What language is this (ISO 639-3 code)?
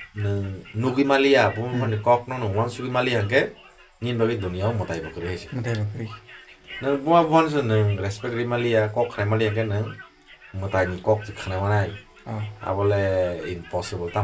trp